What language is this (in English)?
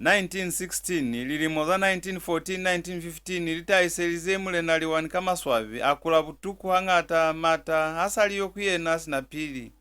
Lozi